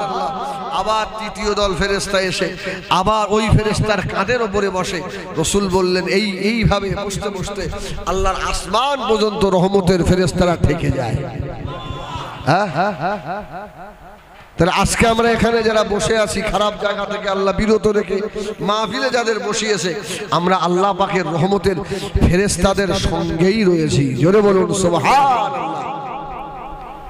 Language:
Bangla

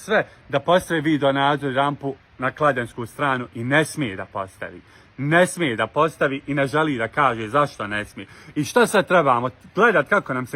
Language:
Bosnian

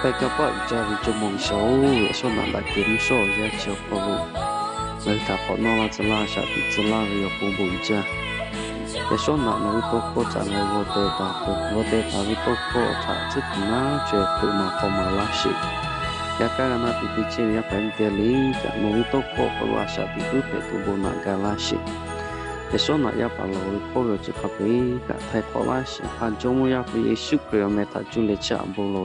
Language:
Lahu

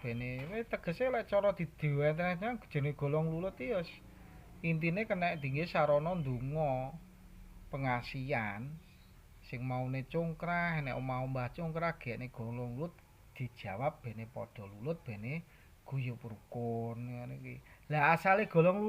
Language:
Javanese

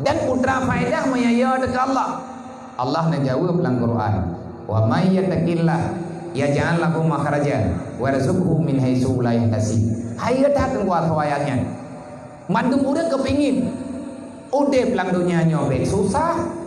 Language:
Achinese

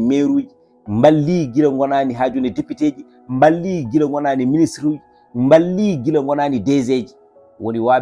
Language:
Fula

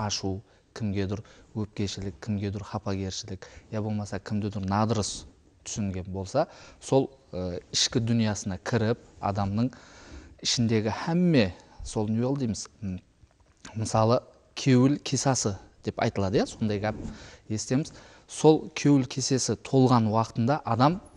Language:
Kara-Kalpak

